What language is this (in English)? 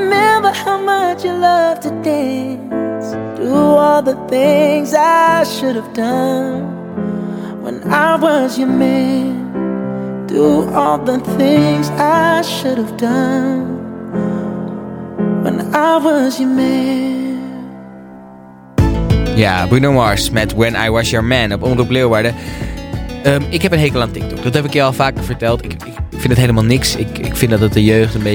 Dutch